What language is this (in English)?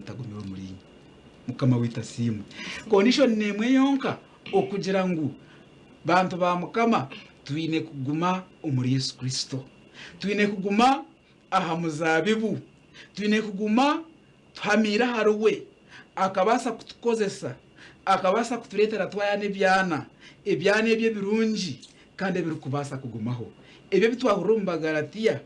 Nyankole